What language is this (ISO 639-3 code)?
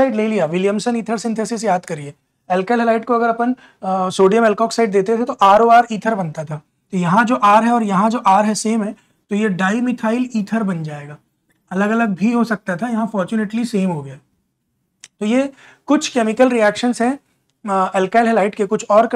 hin